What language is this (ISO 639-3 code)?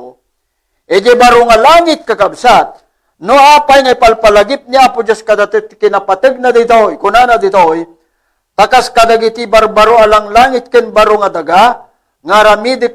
ilo